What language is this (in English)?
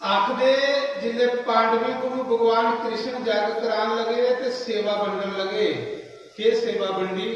Dogri